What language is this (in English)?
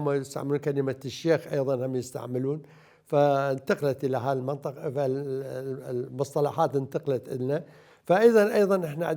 Mesopotamian Arabic